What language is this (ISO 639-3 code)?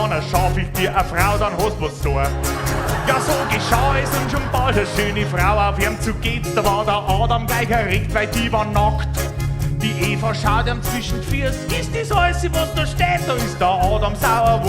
bar